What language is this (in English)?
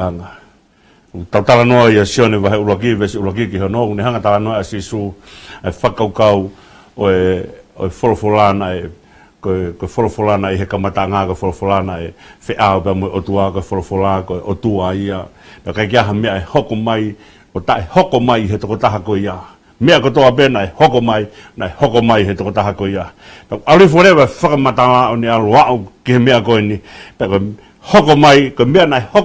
Tongan